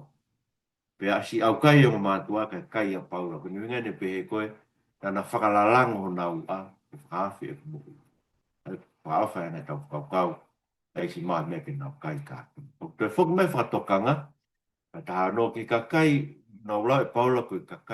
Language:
Tongan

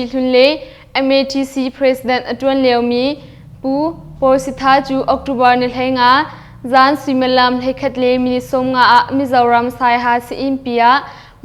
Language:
Hakha Chin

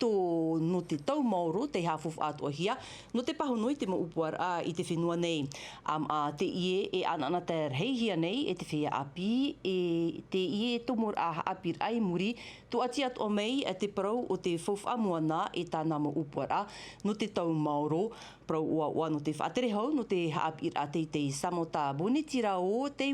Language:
Tahitian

